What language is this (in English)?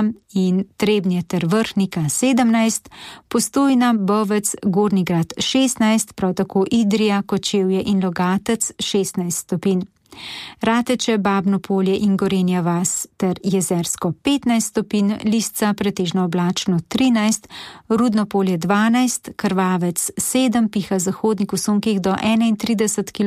Slovenian